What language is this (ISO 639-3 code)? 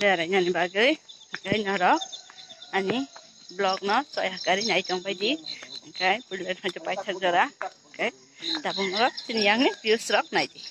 trp